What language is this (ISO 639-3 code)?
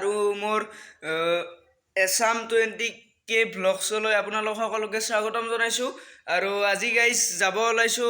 asm